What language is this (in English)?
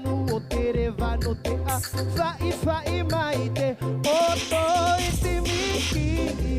Tahitian